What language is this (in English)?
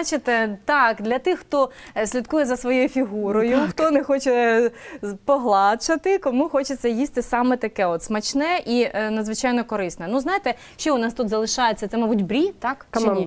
Ukrainian